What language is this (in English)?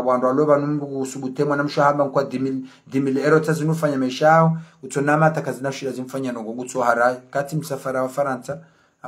Ngazidja Comorian